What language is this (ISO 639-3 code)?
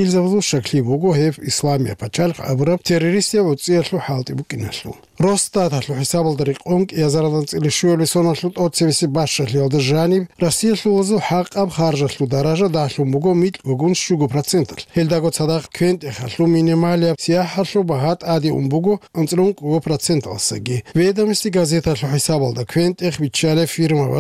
ava